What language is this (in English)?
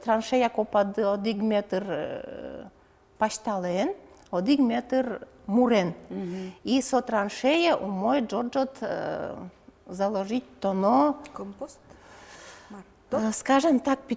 Udmurt